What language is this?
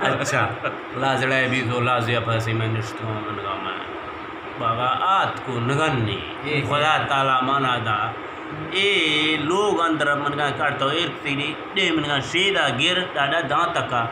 Eastern Balochi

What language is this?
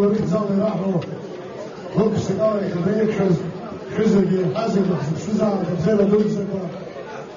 Abkhazian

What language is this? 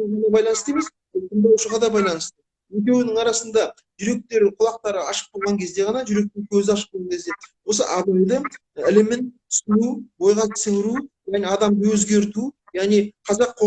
Kazakh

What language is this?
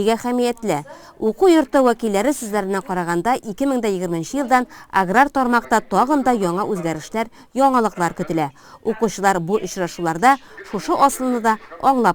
Tatar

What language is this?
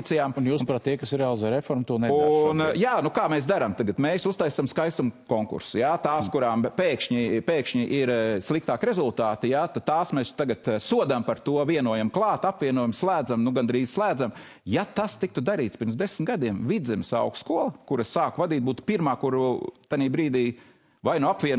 Latvian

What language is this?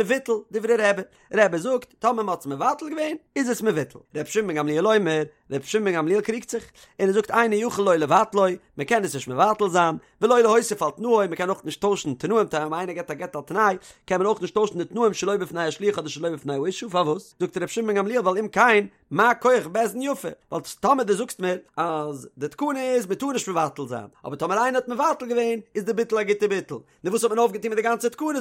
Yiddish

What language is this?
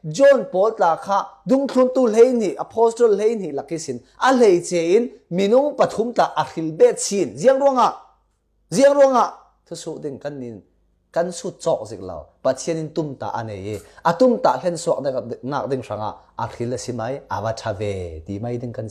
Falam Chin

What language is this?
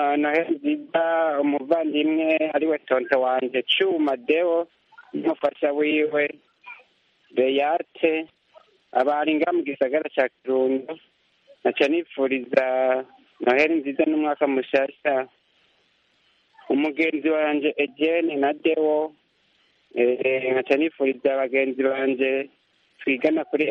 Kinyarwanda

